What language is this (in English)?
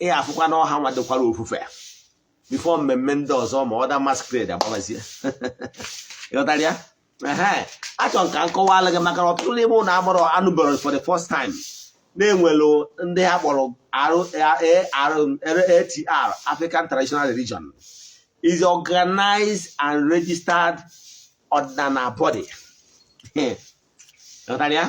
Igbo